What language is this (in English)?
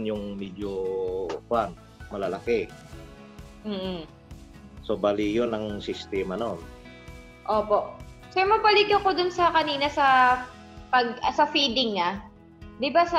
Filipino